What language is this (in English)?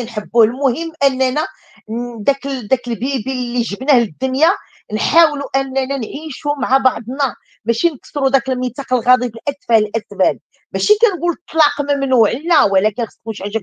Moroccan Arabic